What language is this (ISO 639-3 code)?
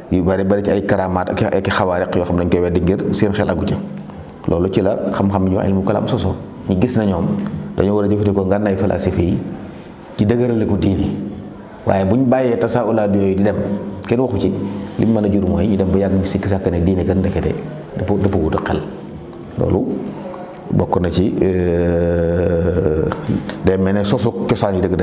wol